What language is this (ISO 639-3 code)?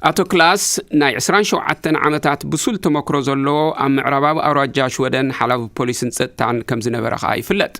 tir